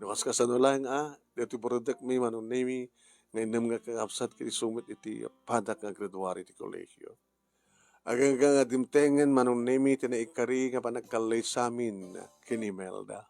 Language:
Iloko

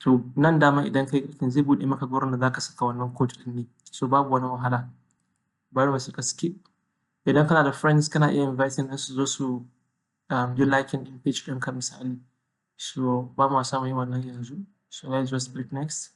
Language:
Hausa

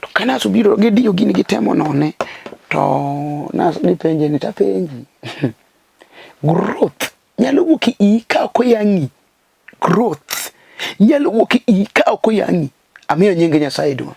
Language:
Luo (Kenya and Tanzania)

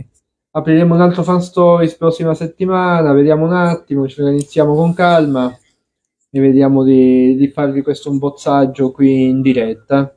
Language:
Italian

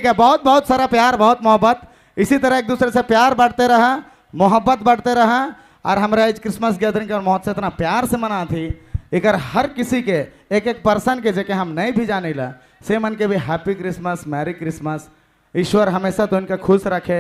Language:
Sadri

